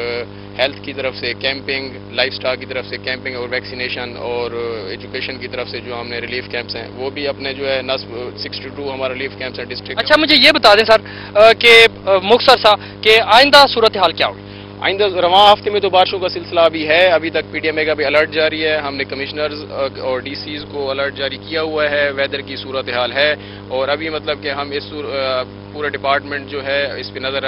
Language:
Urdu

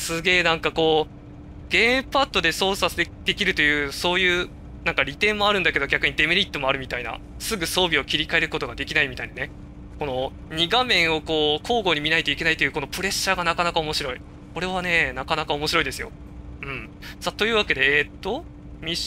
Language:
Japanese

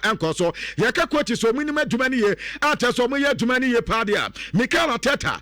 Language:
Akan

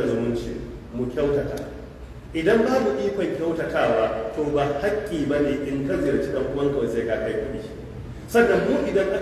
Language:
Hausa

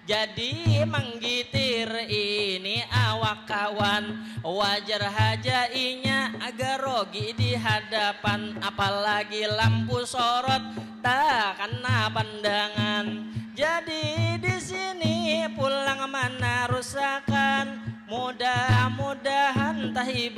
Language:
Banjar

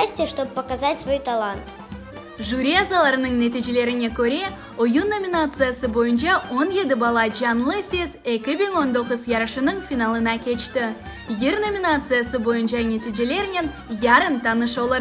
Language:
Crimean Tatar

